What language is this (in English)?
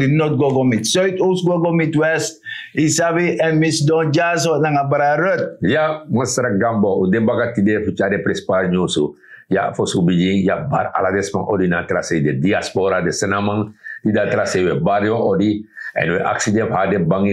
Sranan Tongo